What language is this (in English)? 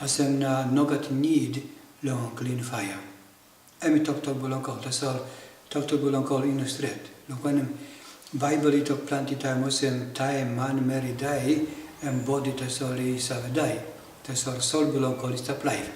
Tok Pisin